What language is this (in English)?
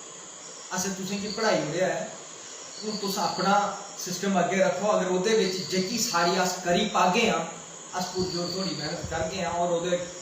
Dogri